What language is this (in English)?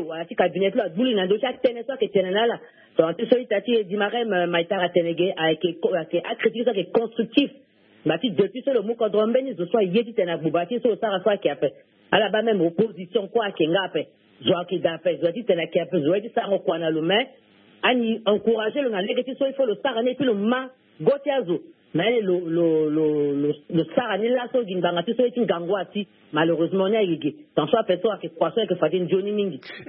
Sango